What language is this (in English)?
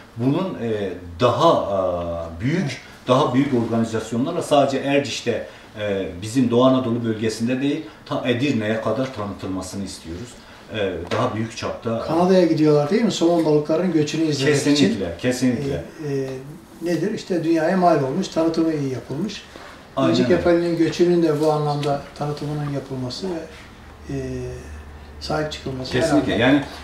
Turkish